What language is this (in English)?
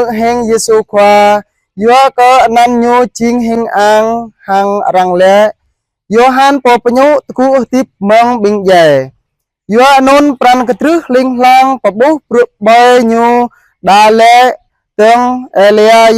Jarai